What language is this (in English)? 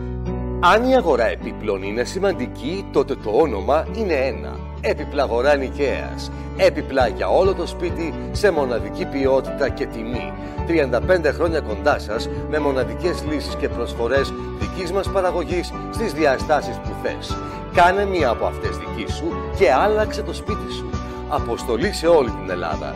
Greek